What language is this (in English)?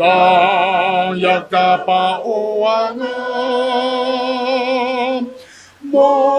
Ao Naga